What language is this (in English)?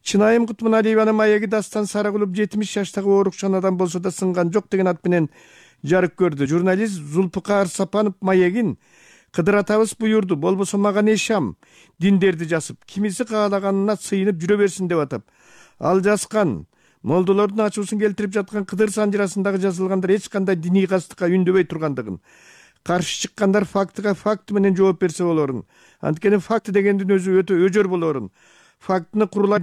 Kyrgyz